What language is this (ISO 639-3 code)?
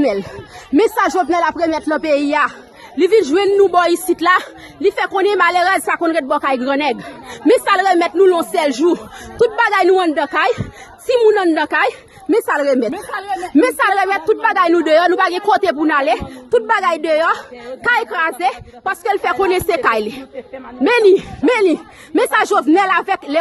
hat